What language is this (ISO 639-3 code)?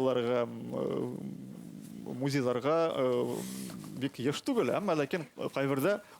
bak